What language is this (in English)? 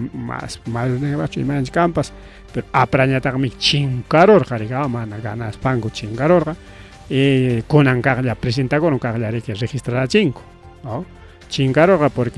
Ayacucho Quechua